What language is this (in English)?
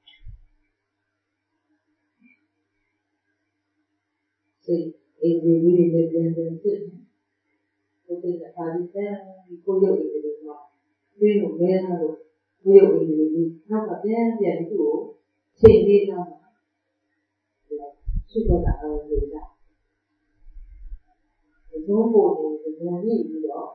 Burmese